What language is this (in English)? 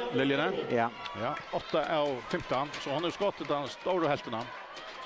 Faroese